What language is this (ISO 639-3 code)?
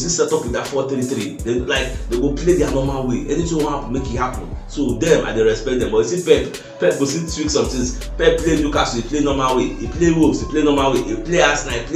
pcm